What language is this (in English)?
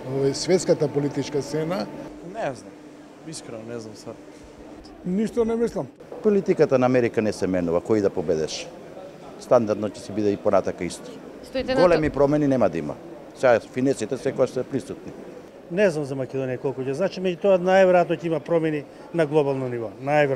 Macedonian